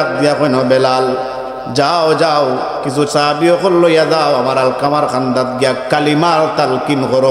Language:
Sylheti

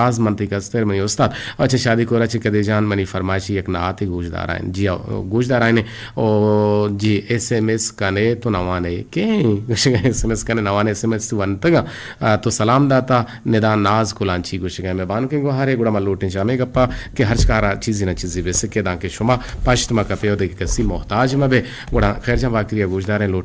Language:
Eastern Balochi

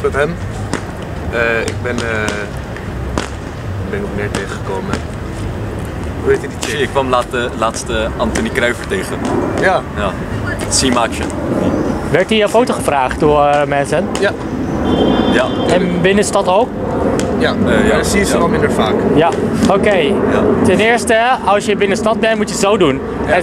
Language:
Dutch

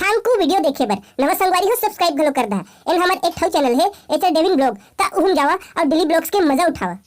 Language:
Chhattisgarhi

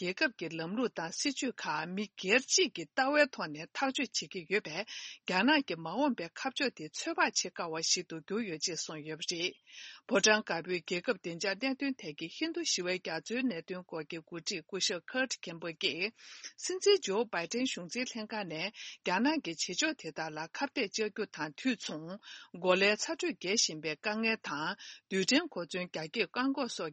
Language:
Tibetan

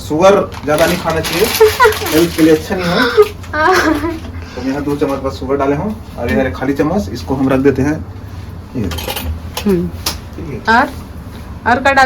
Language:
Chhattisgarhi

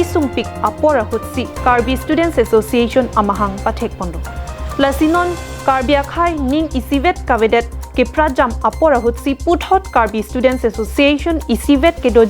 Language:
Karbi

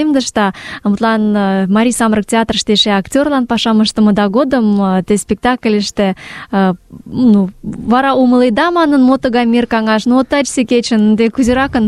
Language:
Mari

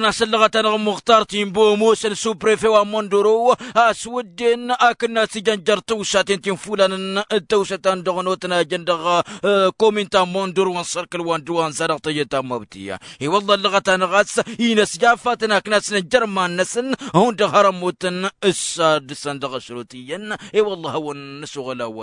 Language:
Tamasheq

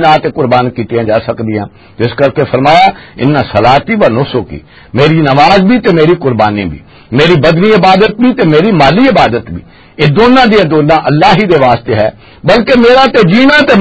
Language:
Western Panjabi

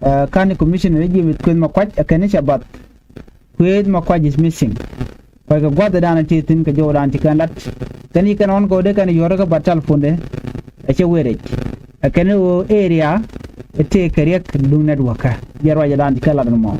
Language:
Nuer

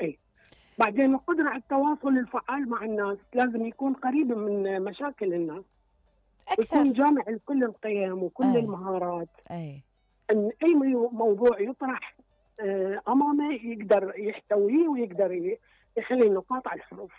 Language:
Mesopotamian Arabic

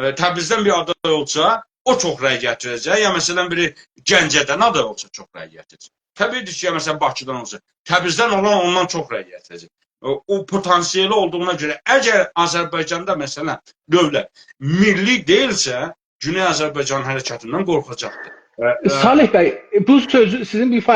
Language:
South Azerbaijani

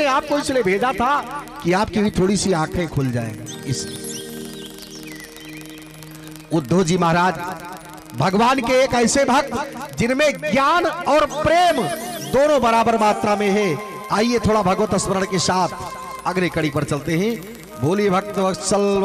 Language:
Hindi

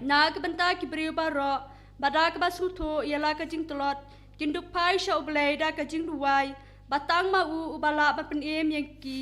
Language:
Khasi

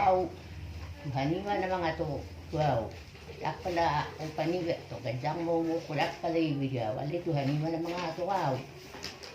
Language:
Batak Toba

